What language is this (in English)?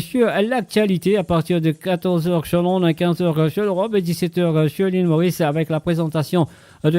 Morisyen